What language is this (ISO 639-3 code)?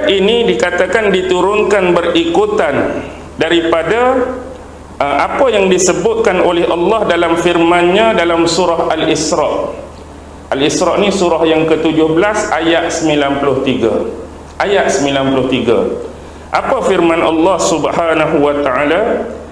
msa